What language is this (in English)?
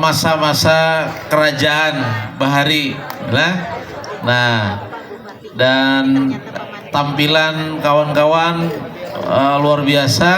Banjar